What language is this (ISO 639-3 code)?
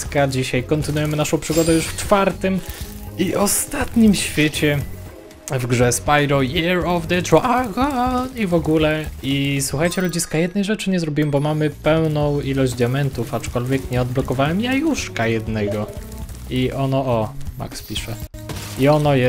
pol